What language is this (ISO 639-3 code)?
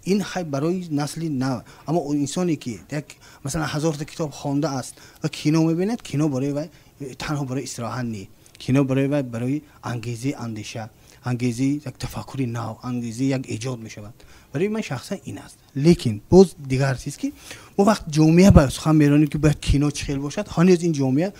tgk